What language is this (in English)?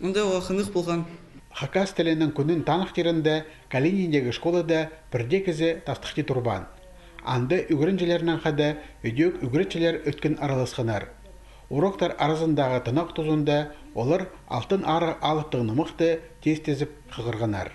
Khakas